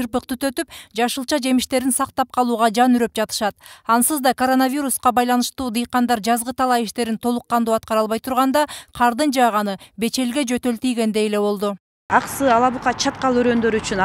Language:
Kyrgyz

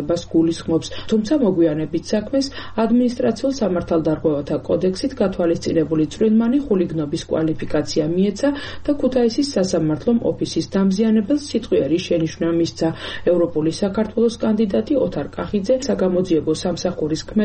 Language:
Georgian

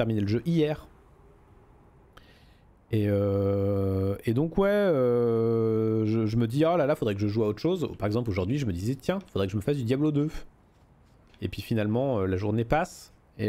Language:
French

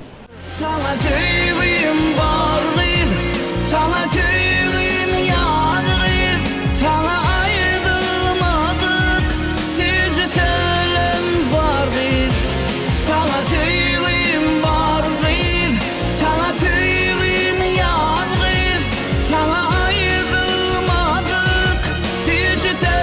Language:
Turkmen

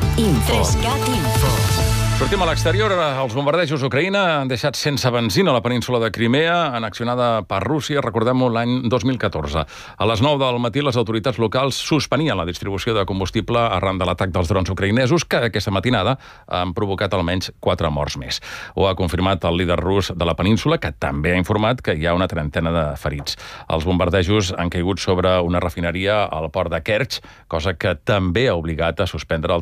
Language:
Catalan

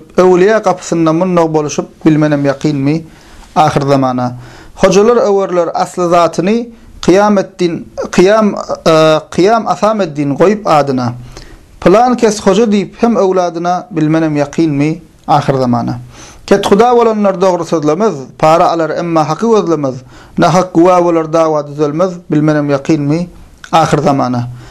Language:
Turkmen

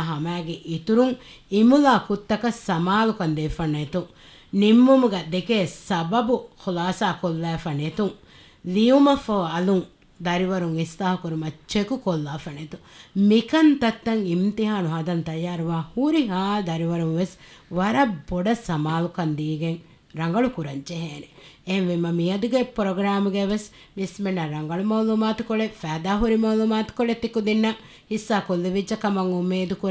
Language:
Divehi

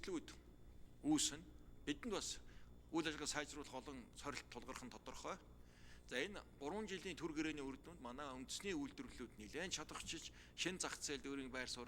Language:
Mongolian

